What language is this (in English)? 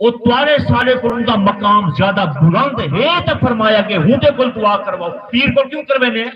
Saraiki